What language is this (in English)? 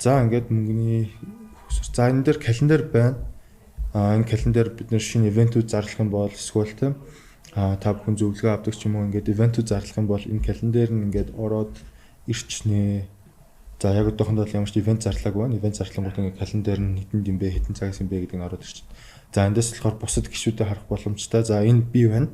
Mongolian